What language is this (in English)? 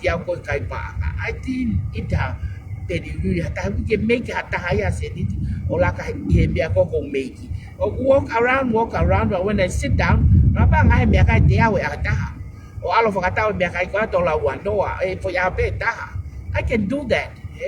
Tongan